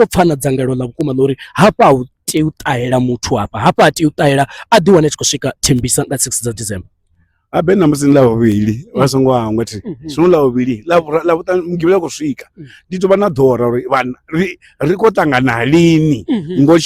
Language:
Venda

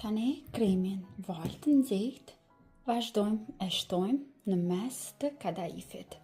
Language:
Albanian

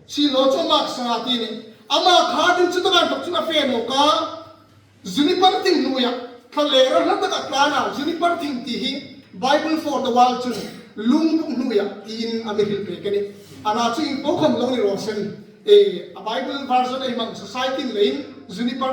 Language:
Hmar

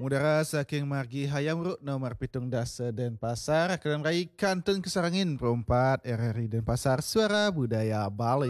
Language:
Balinese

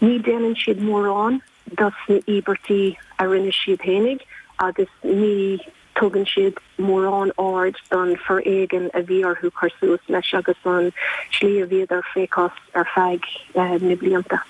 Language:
Irish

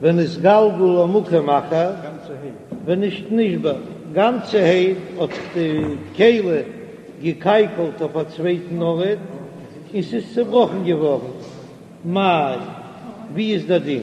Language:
Yiddish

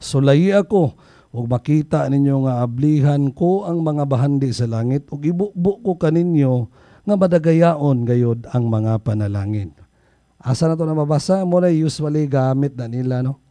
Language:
Cebuano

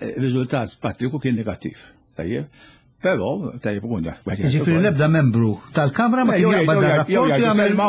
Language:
Maltese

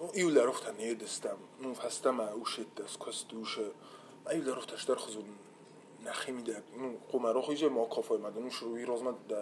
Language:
Ossetic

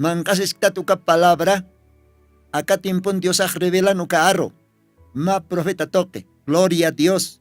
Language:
Aymara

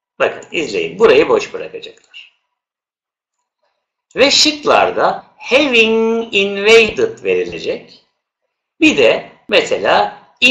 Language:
Turkish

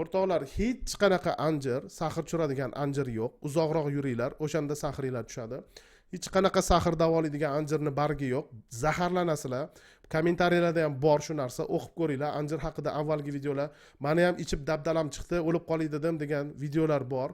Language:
Uzbek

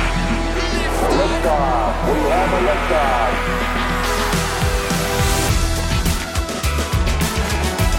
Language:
Norwegian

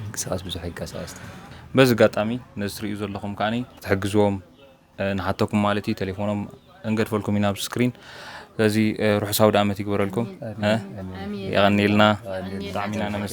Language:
Tigrinya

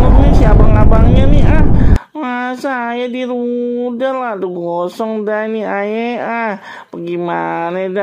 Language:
Betawi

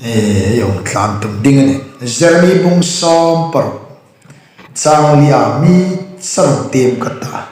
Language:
Hmar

